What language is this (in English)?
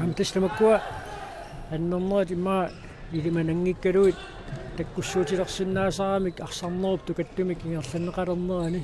Kalaallisut